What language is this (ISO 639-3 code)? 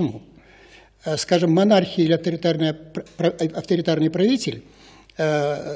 rus